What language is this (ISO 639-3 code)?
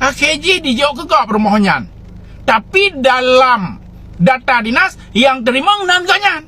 ace